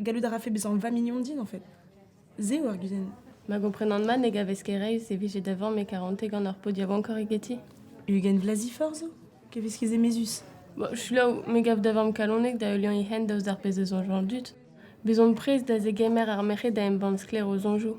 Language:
Breton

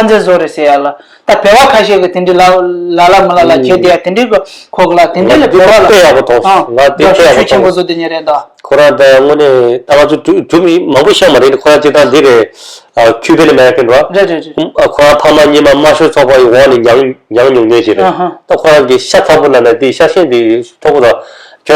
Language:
Tibetan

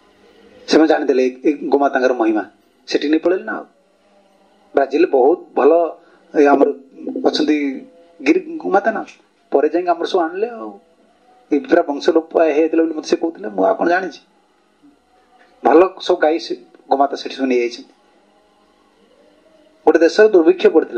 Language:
Odia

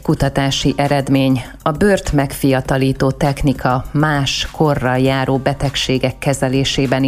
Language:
Hungarian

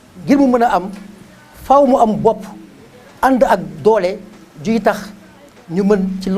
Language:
Wolof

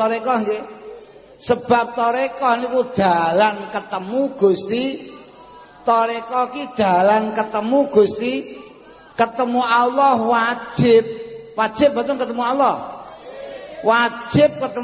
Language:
Javanese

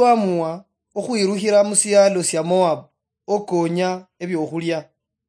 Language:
Luyia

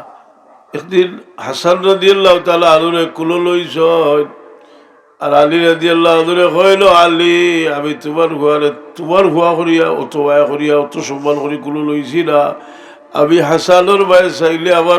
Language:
Sylheti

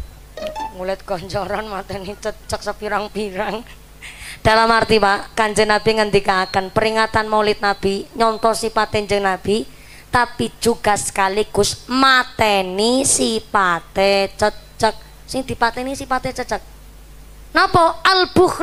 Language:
Javanese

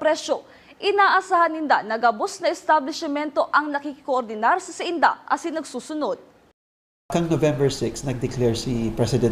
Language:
Bikol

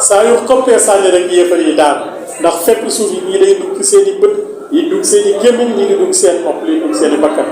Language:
Wolof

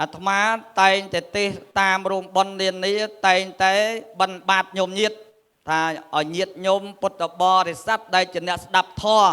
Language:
Khmer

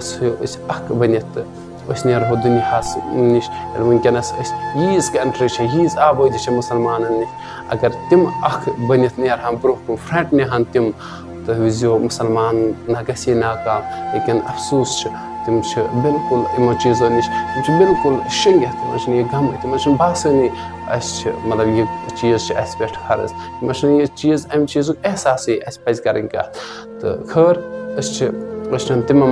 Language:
Kashmiri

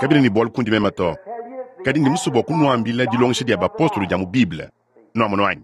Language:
Luba-Lulua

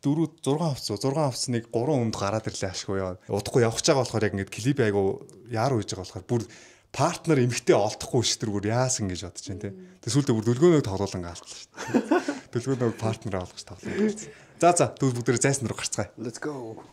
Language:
Mongolian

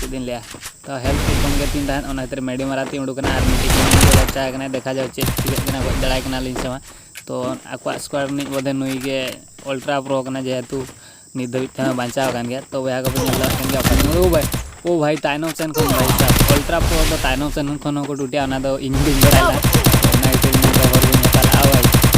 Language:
Santali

